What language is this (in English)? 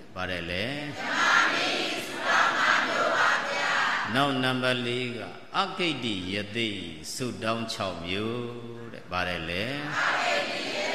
Burmese